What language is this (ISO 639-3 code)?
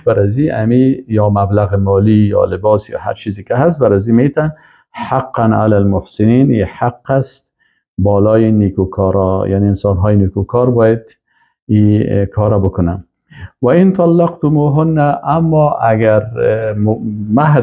fas